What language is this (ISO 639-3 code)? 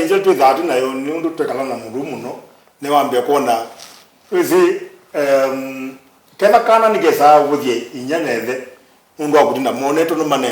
kam